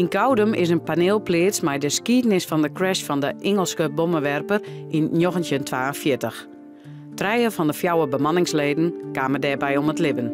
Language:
Western Frisian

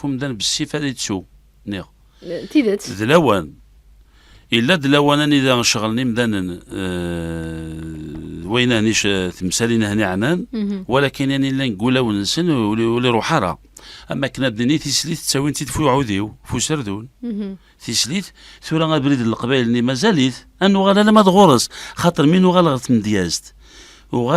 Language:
Kabyle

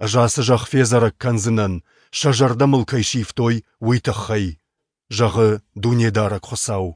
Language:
Ossetic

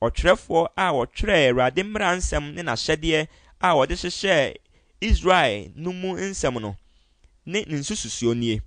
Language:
Akan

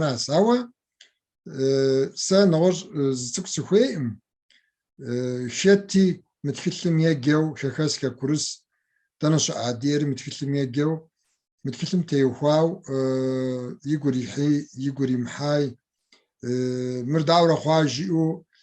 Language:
Kabardian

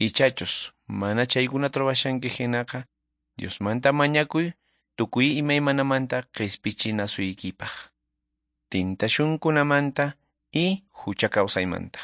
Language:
Quechua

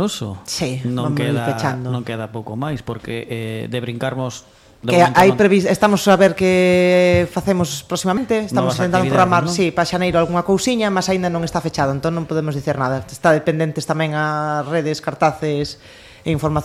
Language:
Galician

